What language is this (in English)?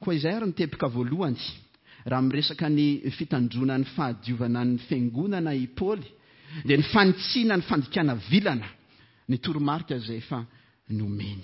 Malagasy